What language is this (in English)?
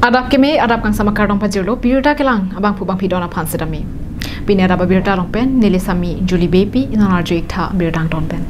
Karbi